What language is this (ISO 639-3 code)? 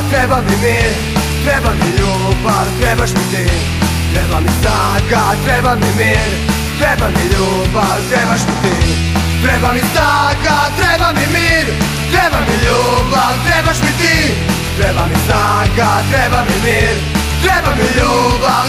srp